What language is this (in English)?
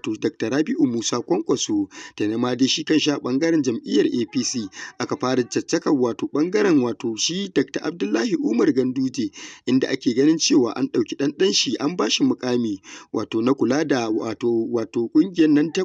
Hausa